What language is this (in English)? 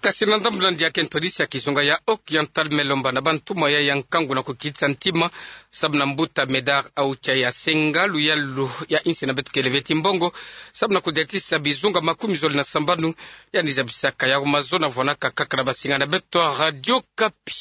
Kituba (Democratic Republic of Congo)